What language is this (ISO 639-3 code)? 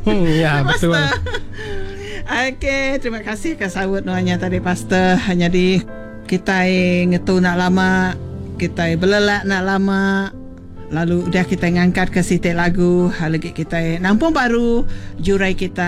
iba